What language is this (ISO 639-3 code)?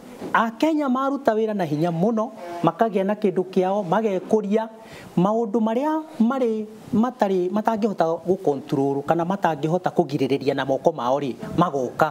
kik